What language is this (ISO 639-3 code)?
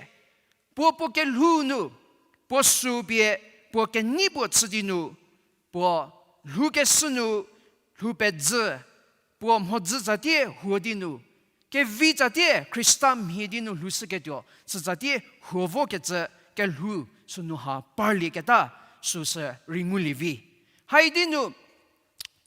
njm